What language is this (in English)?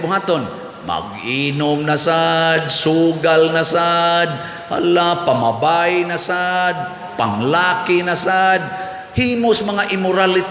Cebuano